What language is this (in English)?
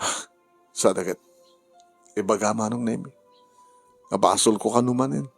Iloko